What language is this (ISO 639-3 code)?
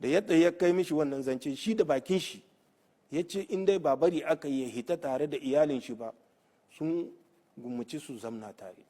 hau